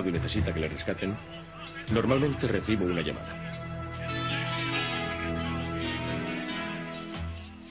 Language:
Basque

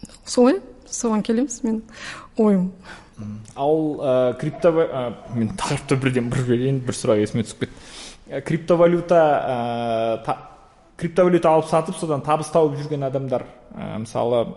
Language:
Kazakh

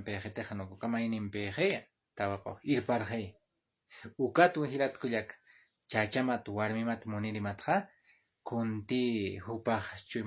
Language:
Aymara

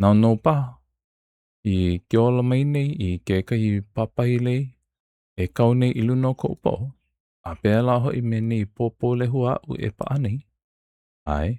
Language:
Hawaiian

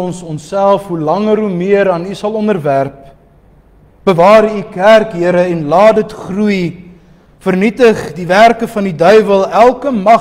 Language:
Afrikaans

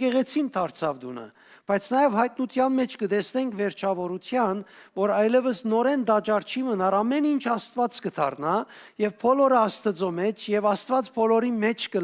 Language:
Western Armenian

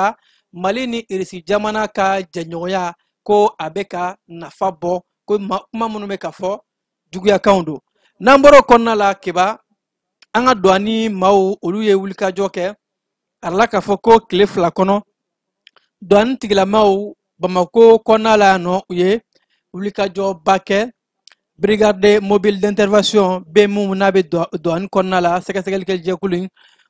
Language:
Bambara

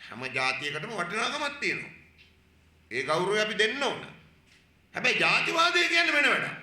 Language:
Sinhala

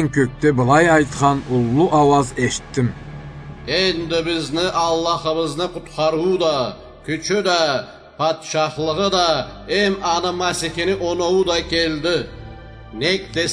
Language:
Karachay-Balkar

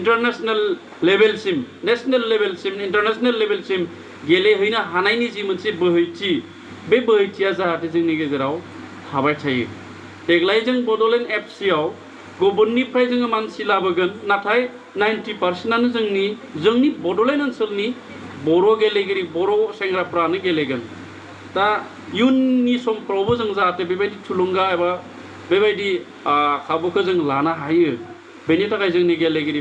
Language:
Bodo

